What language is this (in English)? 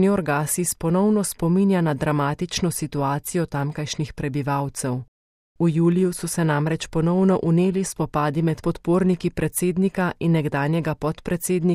Slovenian